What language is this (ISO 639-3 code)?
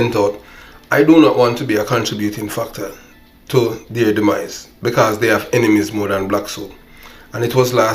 jam